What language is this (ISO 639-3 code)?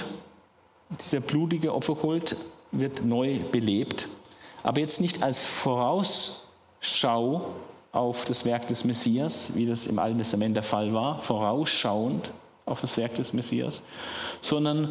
deu